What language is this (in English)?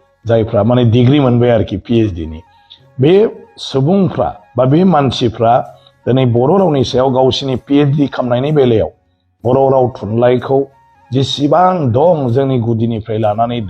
Bodo